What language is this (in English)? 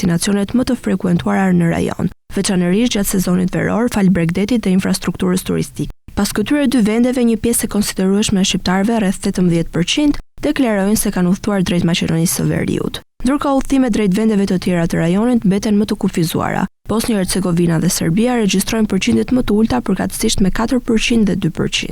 Albanian